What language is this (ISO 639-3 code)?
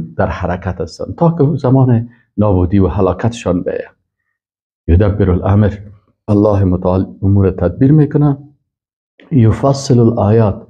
fas